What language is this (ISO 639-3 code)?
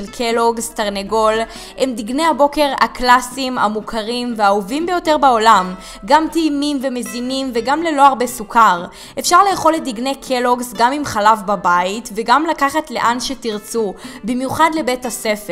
heb